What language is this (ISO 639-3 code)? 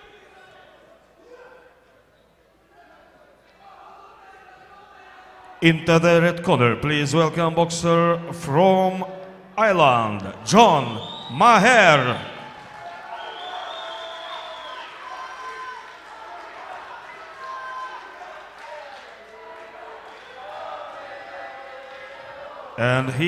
eng